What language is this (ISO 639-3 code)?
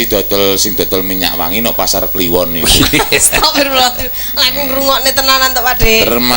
jav